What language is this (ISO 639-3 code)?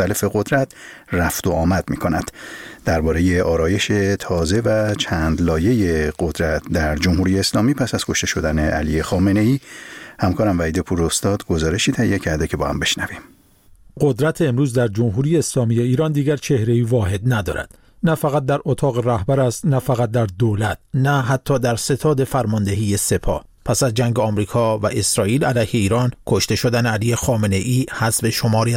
fas